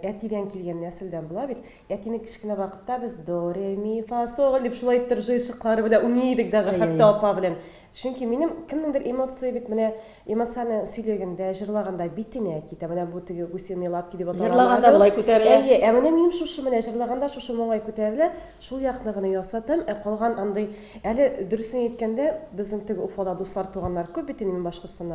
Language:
Tatar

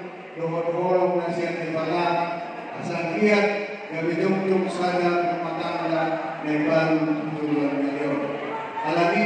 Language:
Batak Toba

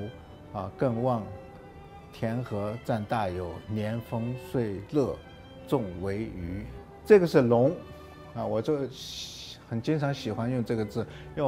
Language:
Chinese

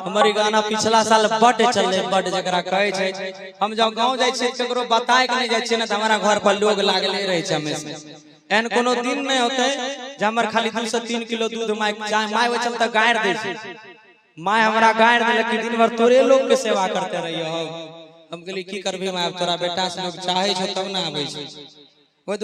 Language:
Maithili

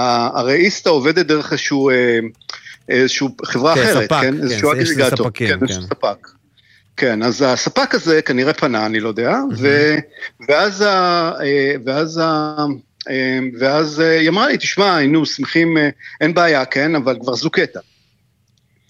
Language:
Hebrew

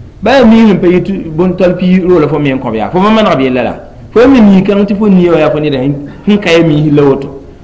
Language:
Mossi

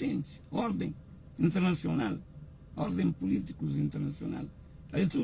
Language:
Kabuverdianu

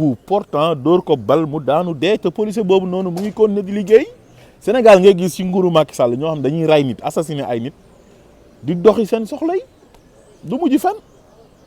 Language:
Wolof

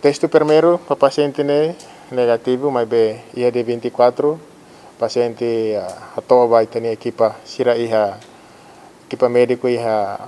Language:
Tetum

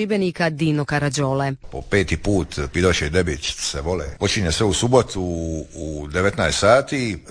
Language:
Croatian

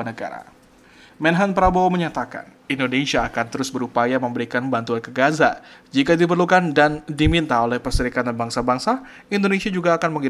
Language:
Indonesian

